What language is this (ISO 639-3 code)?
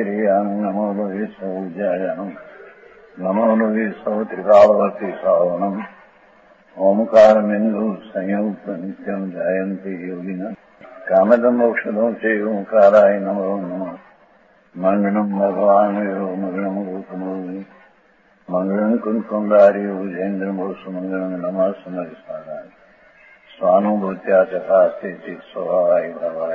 guj